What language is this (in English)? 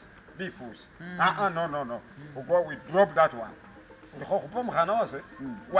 Masaaba